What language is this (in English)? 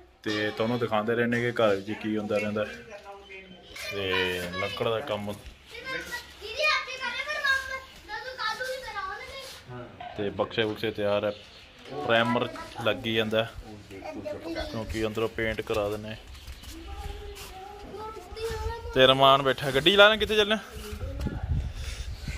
Punjabi